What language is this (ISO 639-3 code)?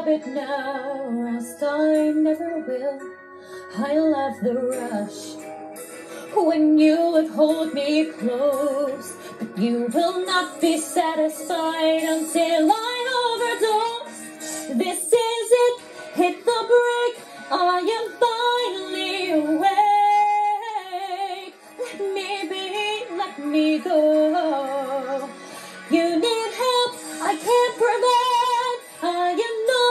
eng